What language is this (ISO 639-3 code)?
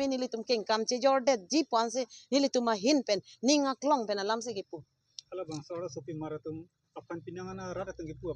mjw